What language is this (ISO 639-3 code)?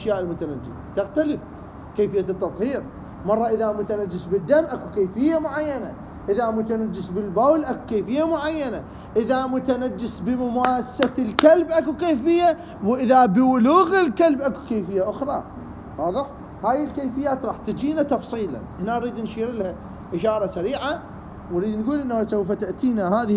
acm